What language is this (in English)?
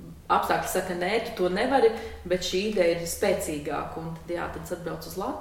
Latvian